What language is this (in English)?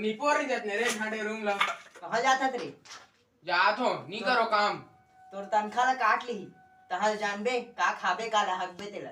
Chhattisgarhi